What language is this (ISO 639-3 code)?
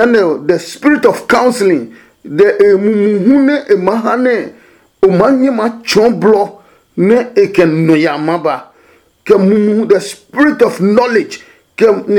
ada